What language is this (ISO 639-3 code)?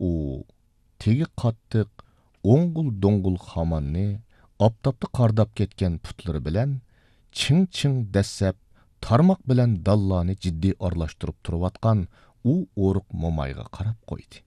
uig